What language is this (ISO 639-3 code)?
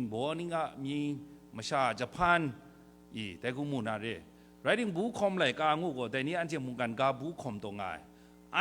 kac